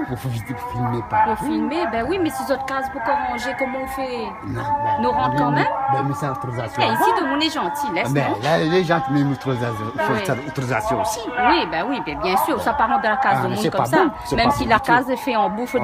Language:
Réunion Creole French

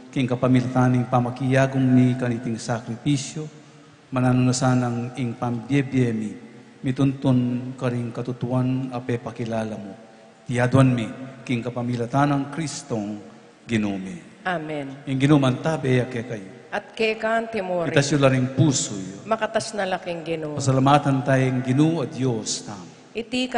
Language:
Pampanga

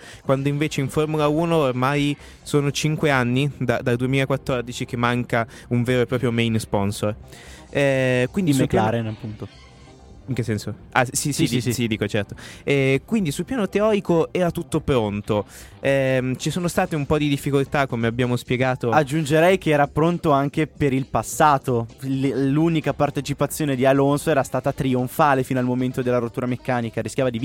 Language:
Italian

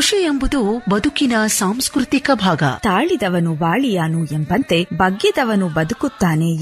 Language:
Kannada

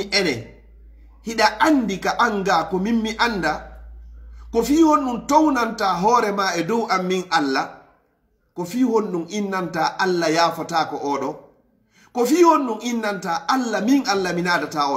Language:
Fula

